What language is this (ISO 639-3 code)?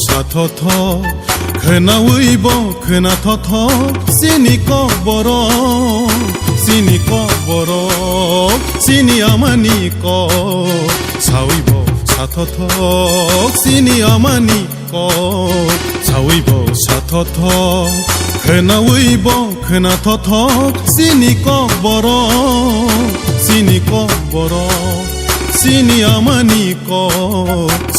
trp